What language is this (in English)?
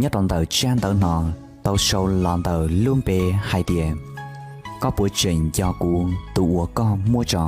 Hmong